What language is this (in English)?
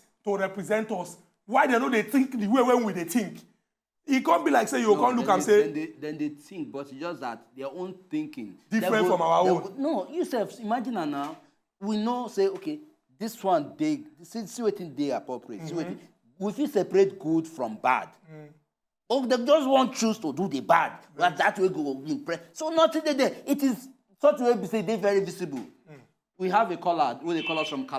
Nigerian Pidgin